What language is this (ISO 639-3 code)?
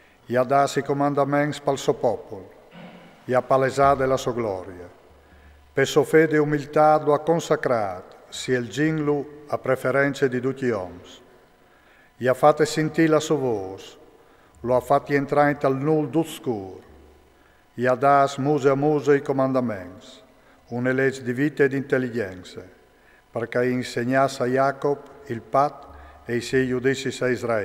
fur